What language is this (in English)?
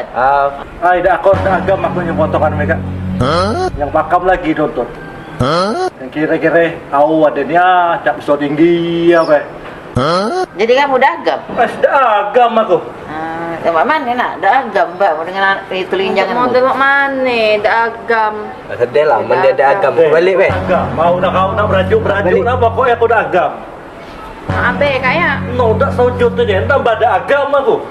Musi